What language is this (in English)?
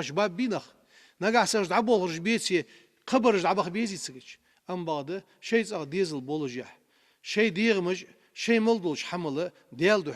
Ingush